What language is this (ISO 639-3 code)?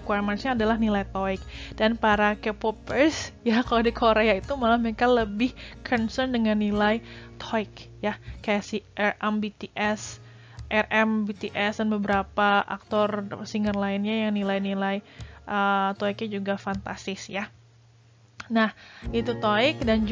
ind